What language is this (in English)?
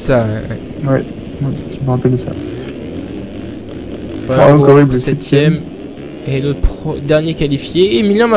French